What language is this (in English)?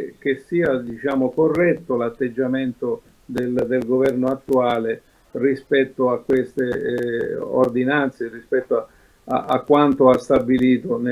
Italian